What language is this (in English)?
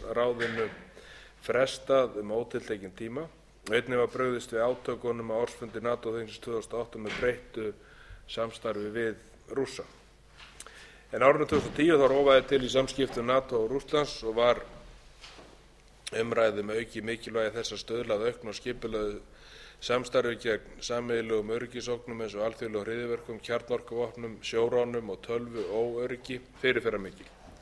Icelandic